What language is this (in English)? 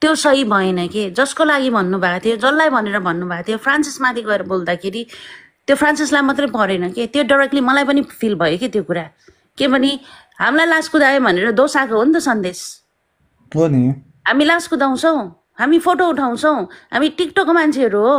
Nepali